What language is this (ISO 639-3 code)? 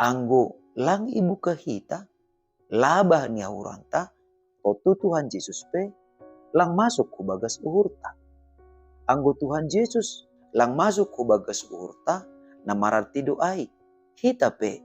bts